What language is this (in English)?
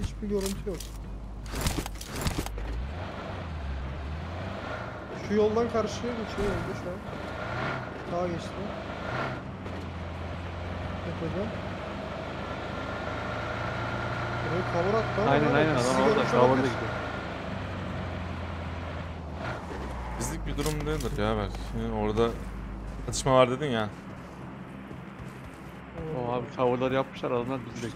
Turkish